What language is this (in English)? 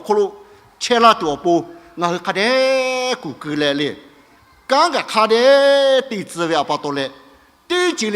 Lahu